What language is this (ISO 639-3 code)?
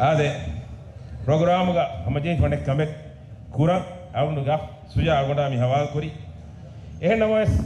div